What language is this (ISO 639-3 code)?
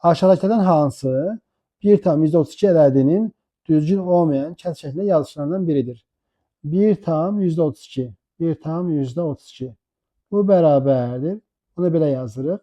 aze